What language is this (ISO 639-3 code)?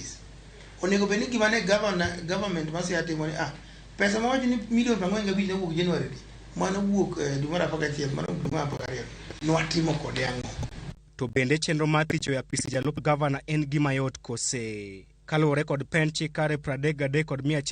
luo